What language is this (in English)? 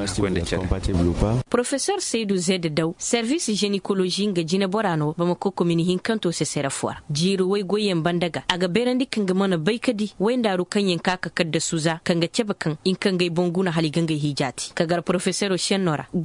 Koyraboro Senni